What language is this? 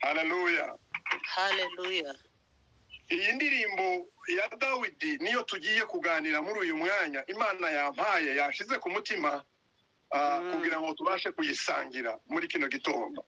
Kinyarwanda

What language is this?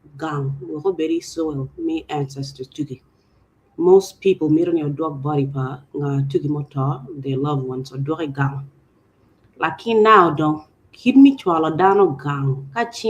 Acoli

